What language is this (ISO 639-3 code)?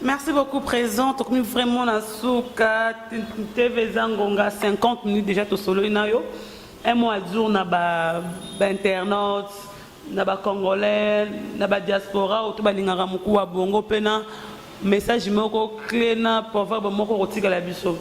lin